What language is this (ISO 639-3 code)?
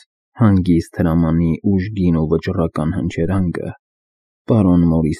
hye